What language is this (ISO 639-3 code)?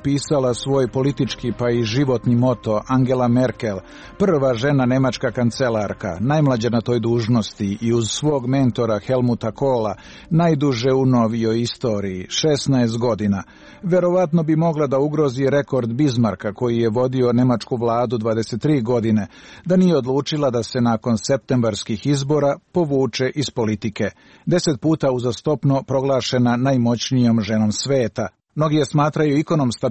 srp